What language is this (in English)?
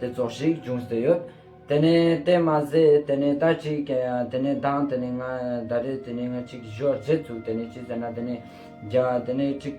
Ladakhi